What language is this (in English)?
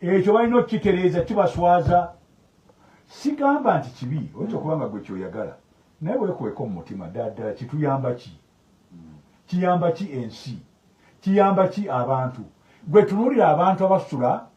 Ganda